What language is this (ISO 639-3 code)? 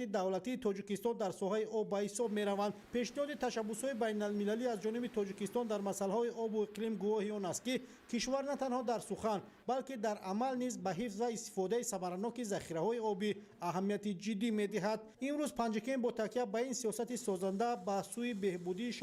tgk